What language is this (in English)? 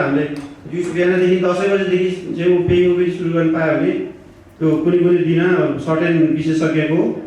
Nepali